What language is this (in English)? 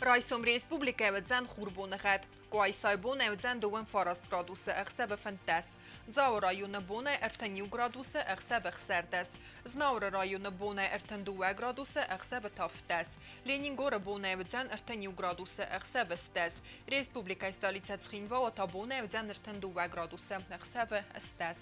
Ossetic